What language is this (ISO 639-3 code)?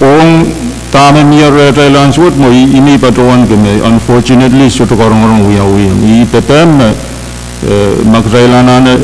pon